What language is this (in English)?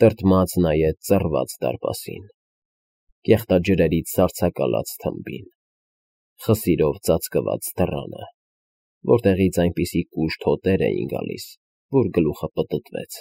Armenian